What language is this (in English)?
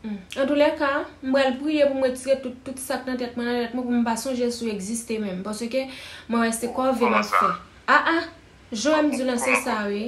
Haitian Creole